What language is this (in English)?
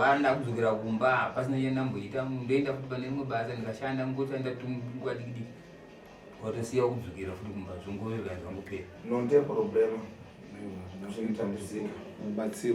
Shona